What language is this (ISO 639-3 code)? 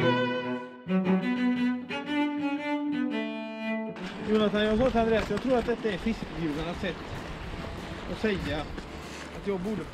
swe